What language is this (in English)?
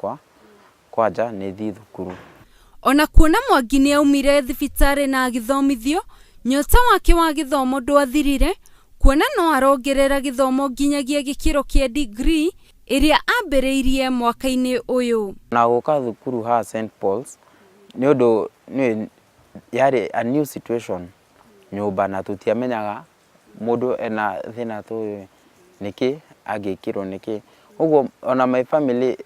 Kikuyu